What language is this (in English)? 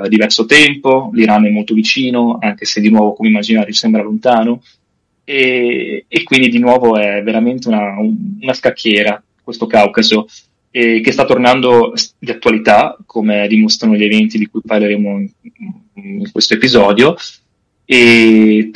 Italian